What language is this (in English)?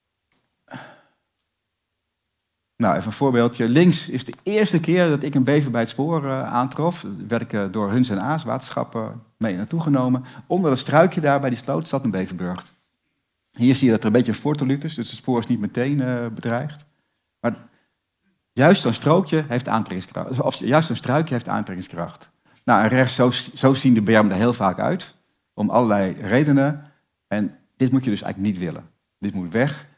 Dutch